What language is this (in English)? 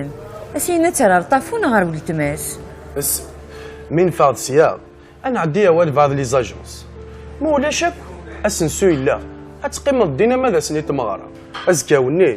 Kabyle